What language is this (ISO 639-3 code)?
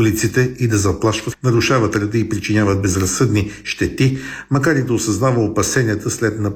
bul